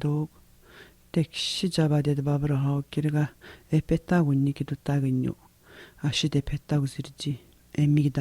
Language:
Atikamekw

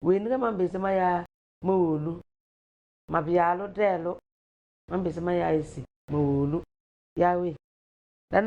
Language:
Tem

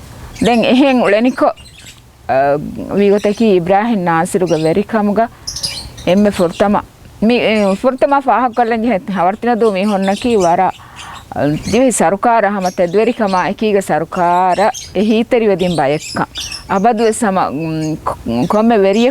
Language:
Divehi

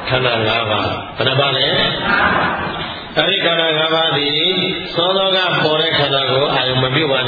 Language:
Burmese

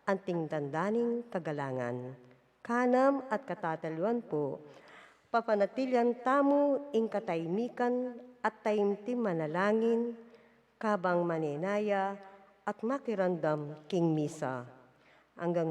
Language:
Pampanga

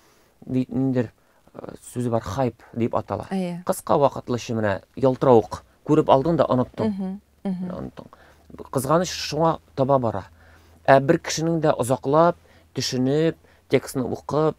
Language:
Tatar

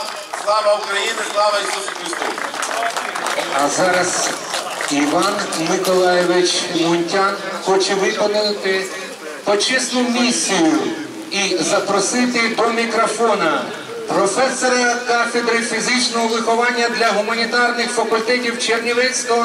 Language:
Ukrainian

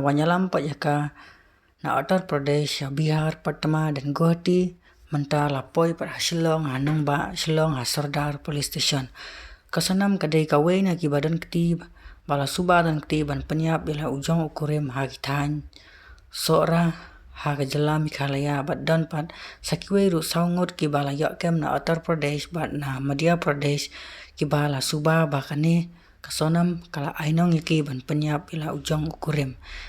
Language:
Khasi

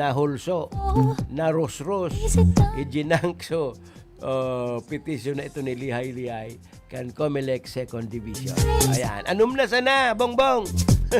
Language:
Bikol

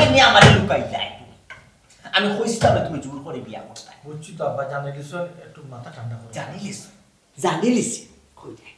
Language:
Sylheti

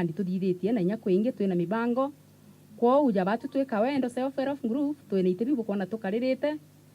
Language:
Meru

